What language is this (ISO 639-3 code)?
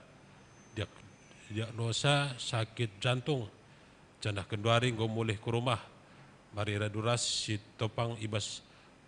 btx